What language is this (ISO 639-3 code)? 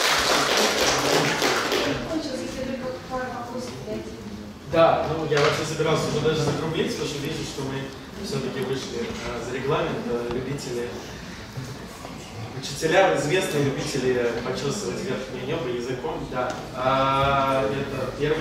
rus